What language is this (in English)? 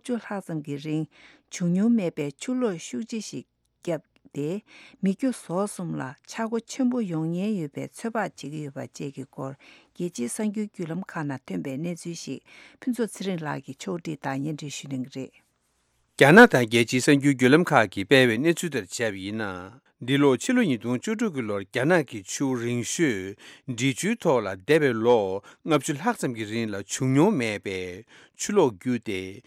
Tibetan